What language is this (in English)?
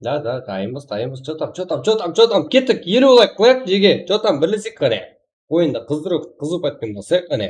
Kara-Kalpak